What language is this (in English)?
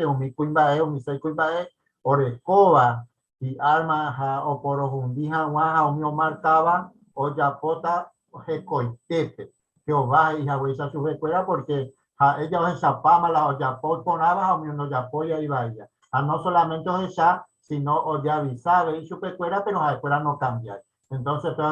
Guarani